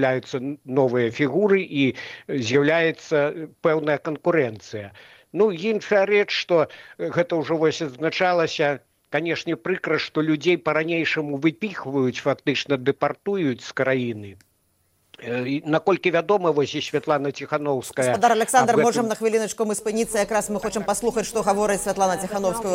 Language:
Belarusian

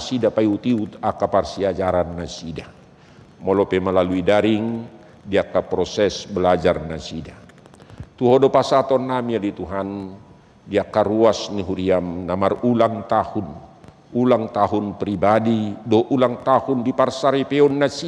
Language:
Batak Toba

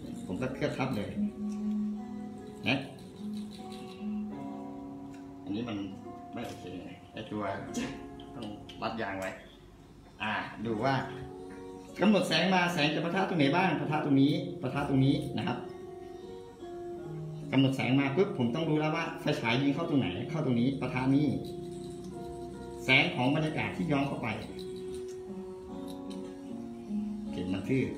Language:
Thai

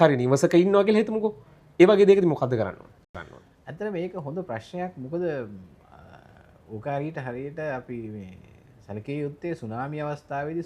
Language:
Sinhala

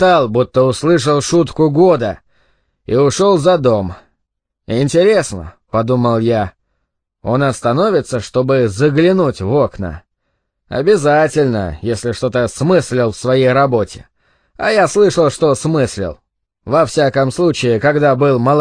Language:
Russian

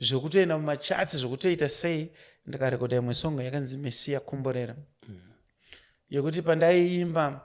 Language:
Shona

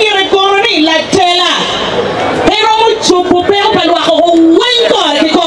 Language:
Acoli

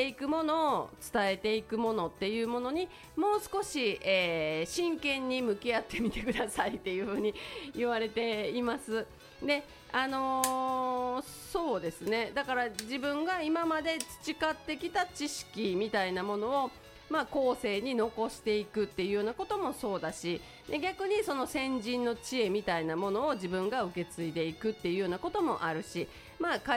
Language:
Japanese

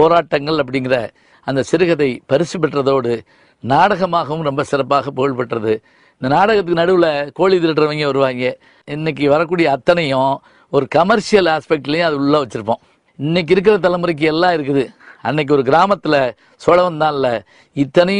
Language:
Tamil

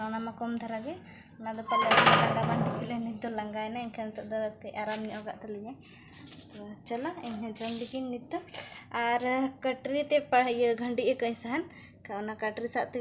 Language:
Santali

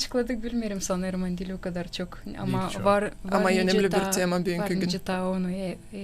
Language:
Gagauz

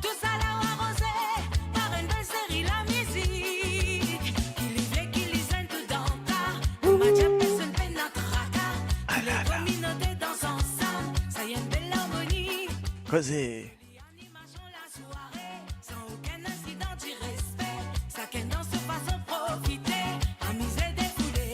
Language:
Morisyen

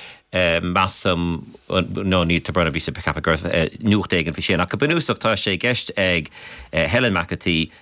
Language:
Irish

